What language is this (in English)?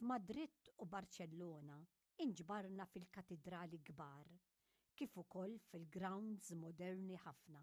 Maltese